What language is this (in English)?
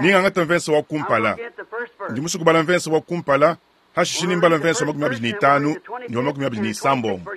Luba-Lulua